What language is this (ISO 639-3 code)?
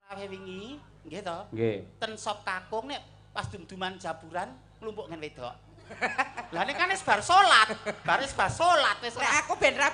jav